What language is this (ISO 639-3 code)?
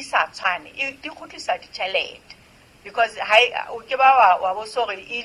sot